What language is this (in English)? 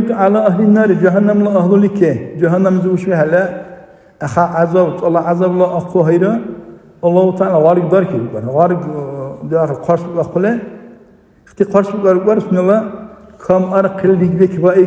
Dargwa